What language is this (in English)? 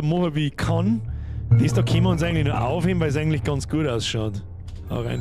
Bavarian